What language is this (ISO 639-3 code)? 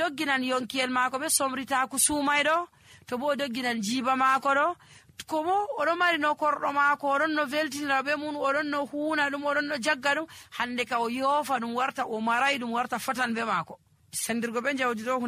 fuv